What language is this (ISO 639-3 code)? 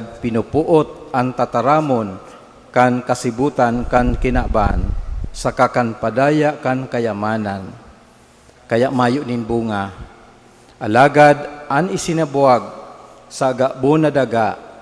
bik